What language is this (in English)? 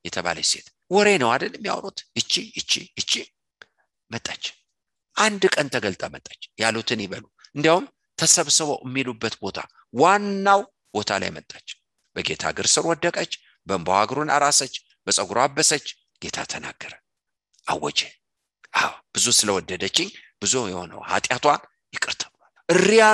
Amharic